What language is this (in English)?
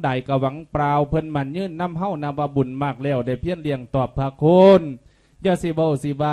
Lao